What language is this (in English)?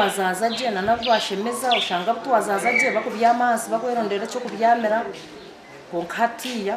Nyankole